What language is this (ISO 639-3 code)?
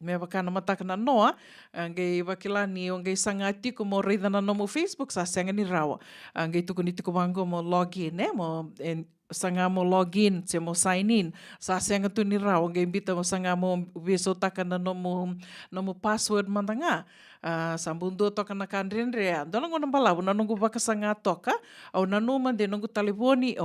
fij